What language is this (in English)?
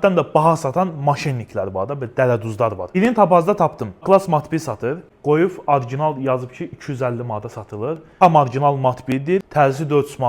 Azerbaijani